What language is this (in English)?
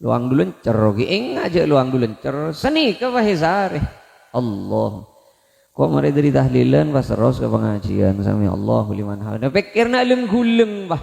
Madurese